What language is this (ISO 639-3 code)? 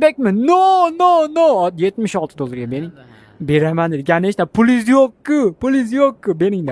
uzb